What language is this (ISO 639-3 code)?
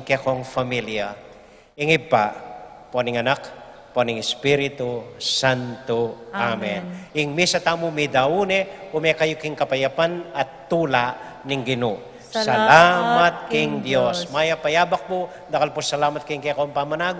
pam